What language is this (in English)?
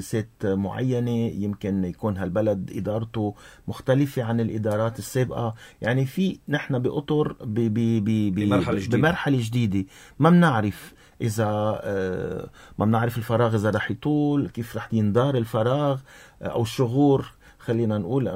North Levantine Arabic